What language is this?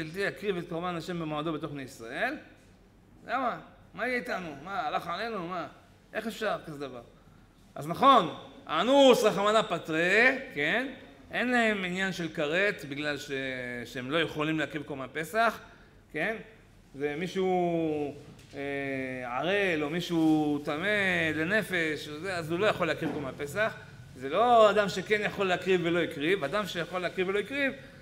Hebrew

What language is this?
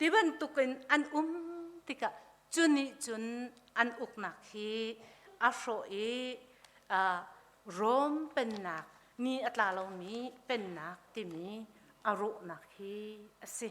Hakha Chin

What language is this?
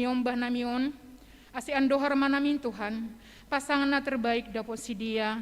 Batak Simalungun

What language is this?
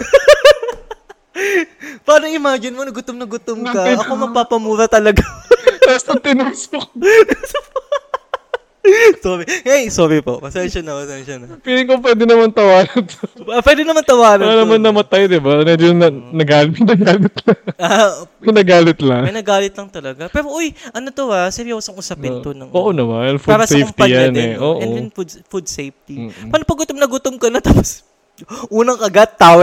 Filipino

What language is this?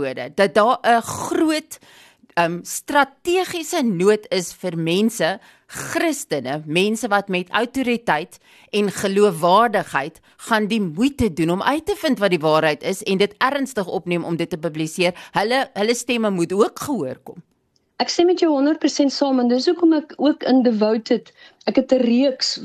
Afrikaans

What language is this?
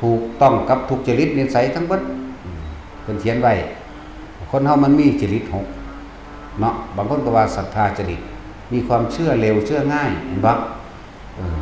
Northeastern Thai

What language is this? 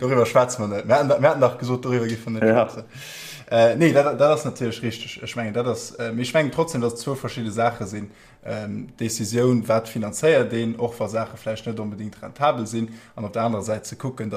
Luxembourgish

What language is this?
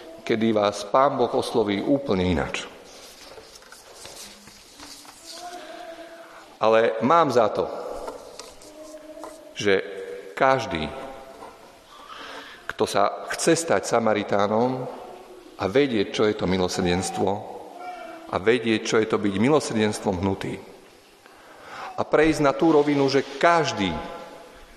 Slovak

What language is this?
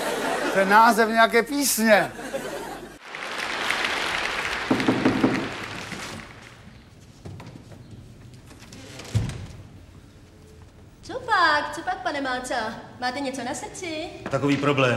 Czech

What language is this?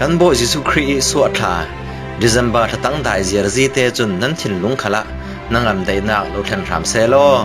Falam Chin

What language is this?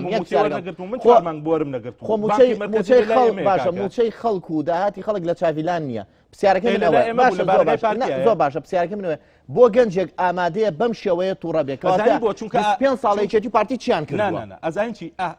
Central Kurdish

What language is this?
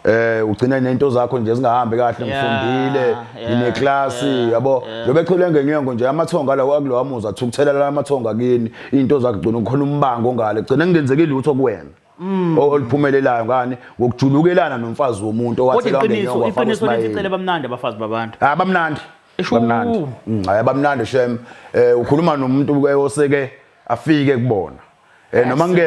Zulu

